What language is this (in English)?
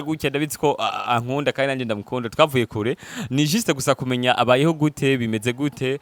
Rundi